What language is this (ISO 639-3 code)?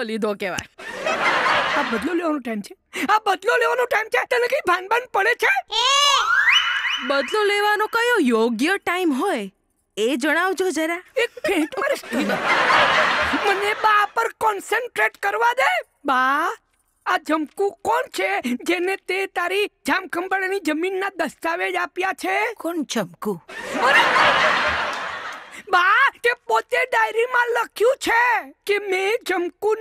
guj